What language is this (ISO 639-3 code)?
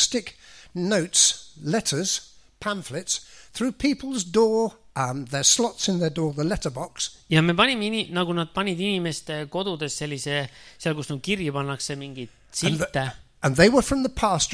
est